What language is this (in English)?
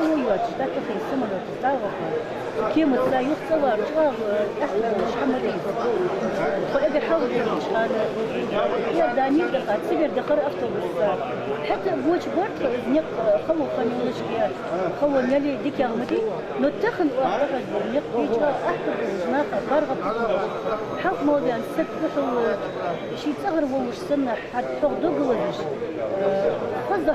Ingush